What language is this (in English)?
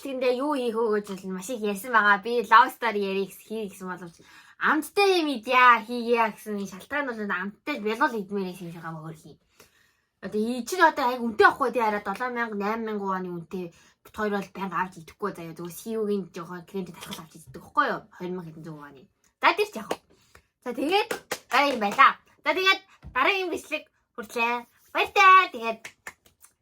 Mongolian